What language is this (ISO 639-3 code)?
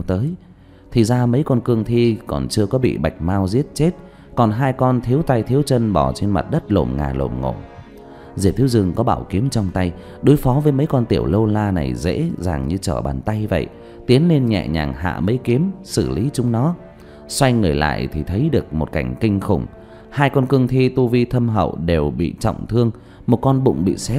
vie